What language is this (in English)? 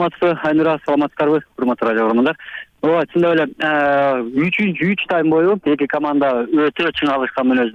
Kyrgyz